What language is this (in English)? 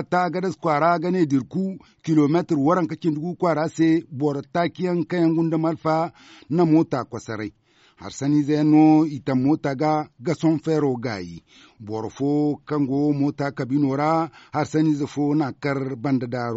Zarma